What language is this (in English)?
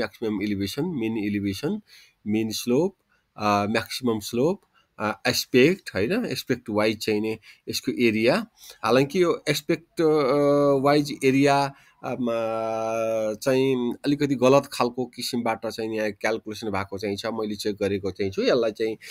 Nepali